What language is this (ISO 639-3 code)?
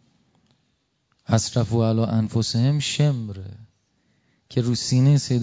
fas